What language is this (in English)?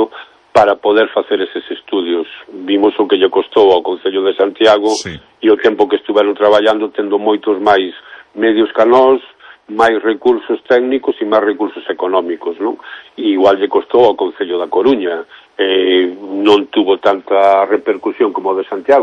Galician